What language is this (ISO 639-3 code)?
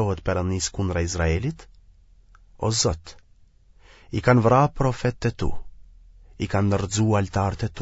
sqi